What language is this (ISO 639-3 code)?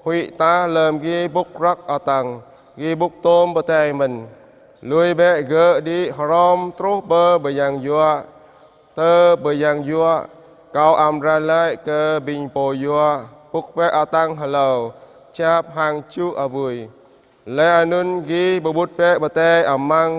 jra